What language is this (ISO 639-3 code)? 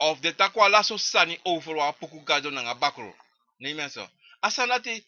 srn